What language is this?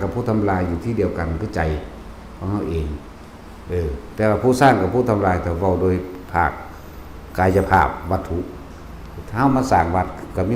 Northeastern Thai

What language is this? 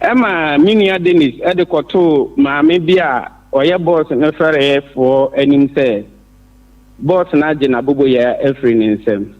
Akan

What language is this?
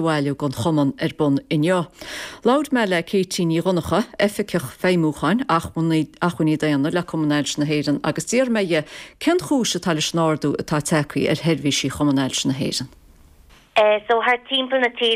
Irish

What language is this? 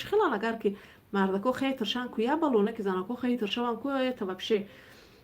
Tajik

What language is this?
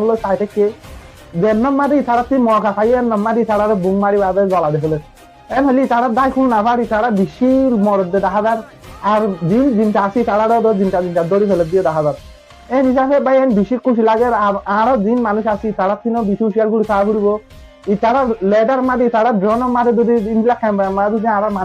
Rohingya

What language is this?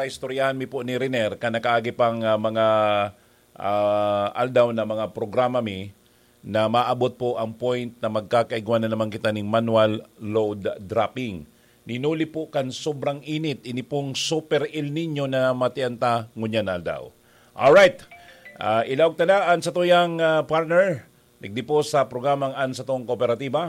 Bikol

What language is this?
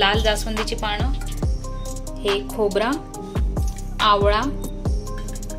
Marathi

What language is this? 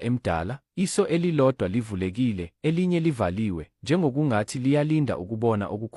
Zulu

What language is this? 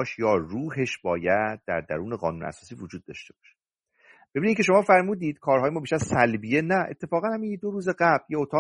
Persian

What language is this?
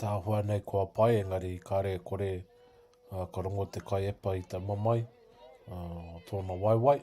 Māori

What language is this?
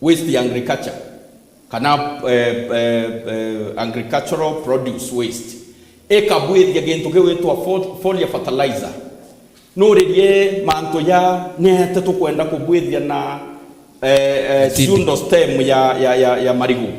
Meru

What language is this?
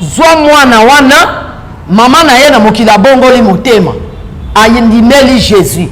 Lingala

